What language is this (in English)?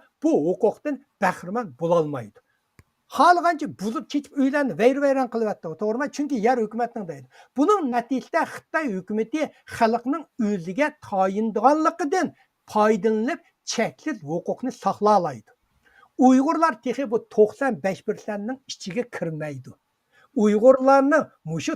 Uyghur